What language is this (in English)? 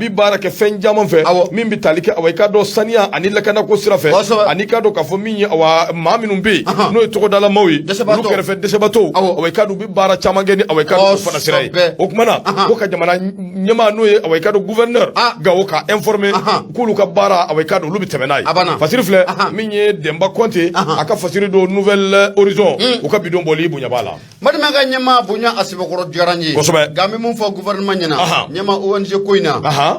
Bambara